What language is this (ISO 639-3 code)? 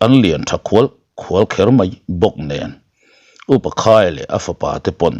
lus